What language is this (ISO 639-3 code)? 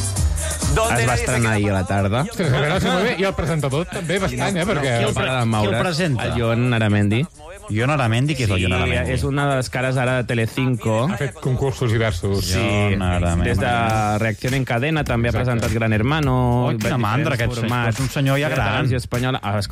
cat